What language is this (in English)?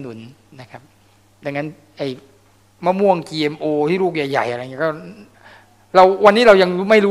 Thai